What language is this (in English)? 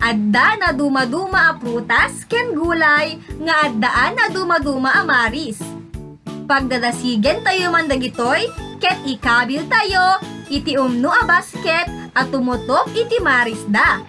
Iloko